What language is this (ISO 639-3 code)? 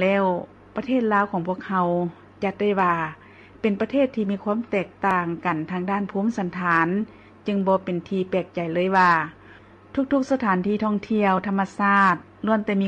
lao